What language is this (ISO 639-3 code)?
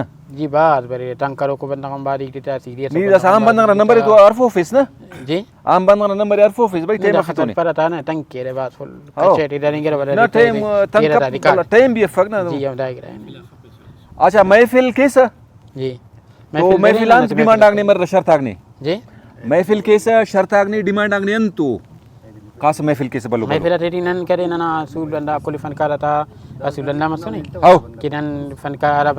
brh